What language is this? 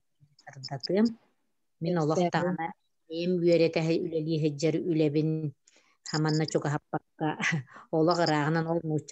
Yakut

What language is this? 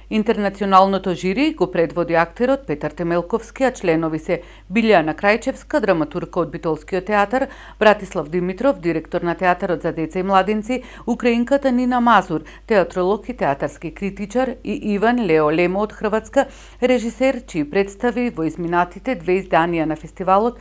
Macedonian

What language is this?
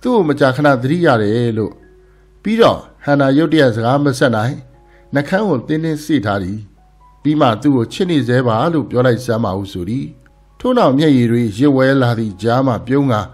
Burmese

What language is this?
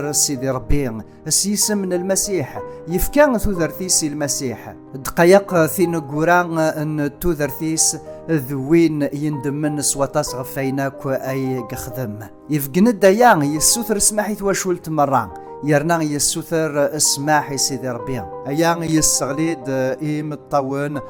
Kabyle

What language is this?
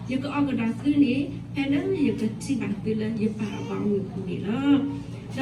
S'gaw Karen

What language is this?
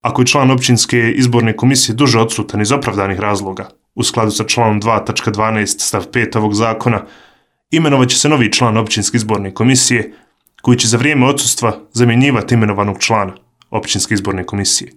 Bosnian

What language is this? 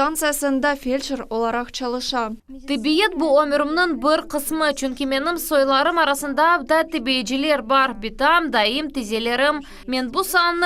Crimean Tatar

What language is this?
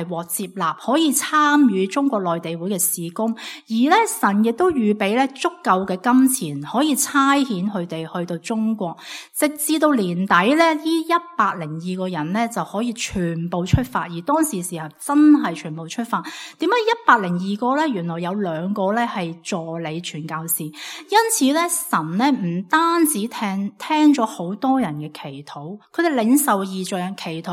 Cantonese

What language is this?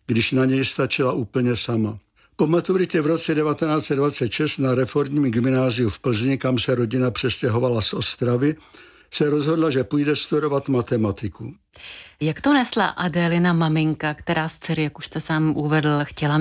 Czech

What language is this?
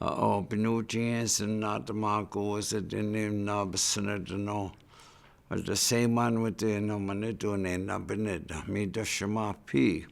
Chippewa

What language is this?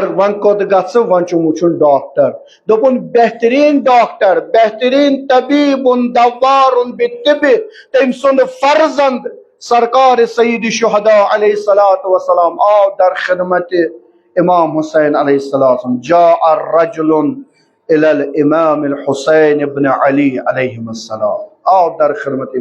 Kashmiri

